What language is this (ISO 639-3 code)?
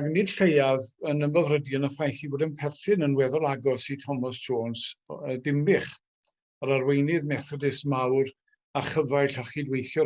cym